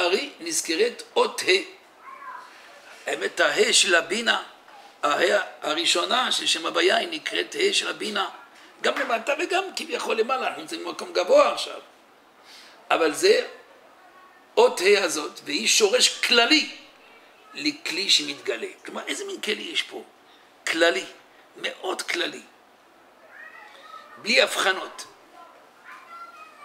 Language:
Hebrew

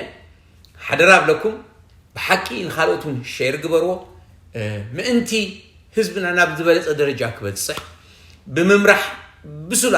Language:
Tigrinya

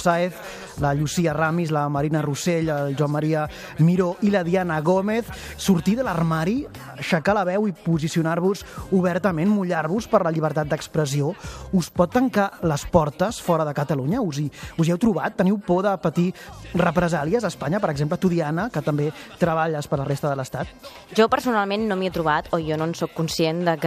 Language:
Catalan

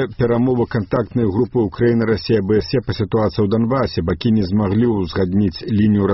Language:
Belarusian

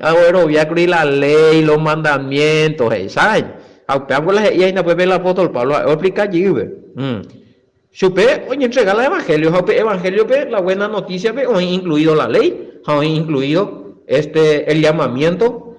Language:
Guarani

